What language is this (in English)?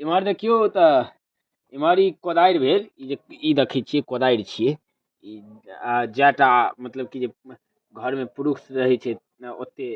Maithili